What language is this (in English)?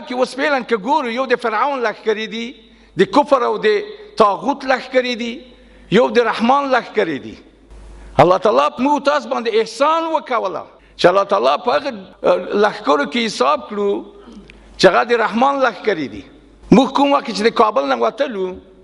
Pashto